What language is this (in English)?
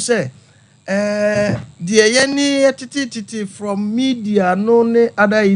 Akan